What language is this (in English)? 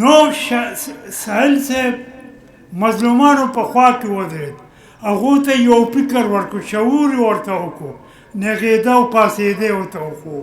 Pashto